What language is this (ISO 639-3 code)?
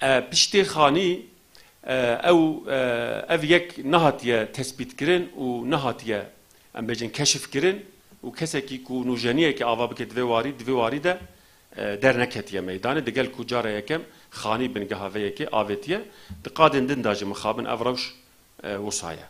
kur